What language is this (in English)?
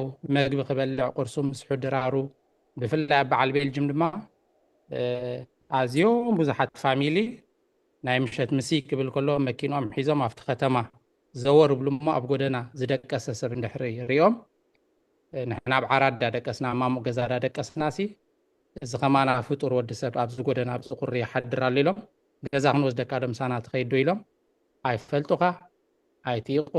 Tigrinya